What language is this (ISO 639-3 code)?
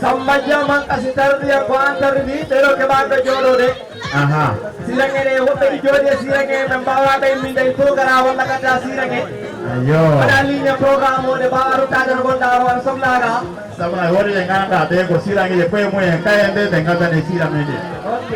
ful